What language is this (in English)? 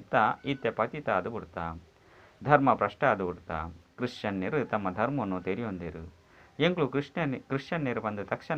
Tulu